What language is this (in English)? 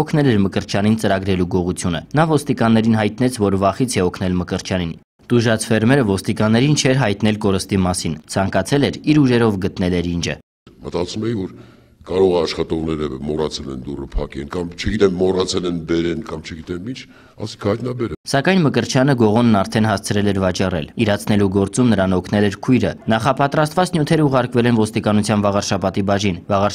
Armenian